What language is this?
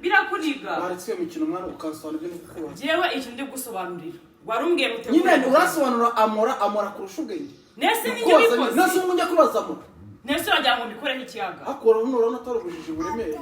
Kinyarwanda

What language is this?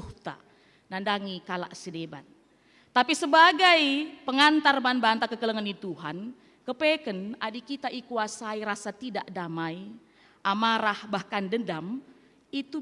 Batak Karo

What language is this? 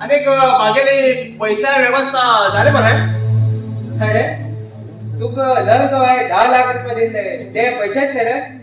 Konkani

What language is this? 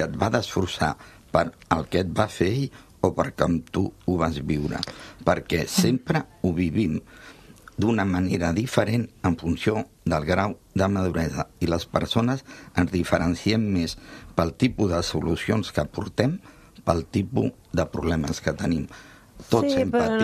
Catalan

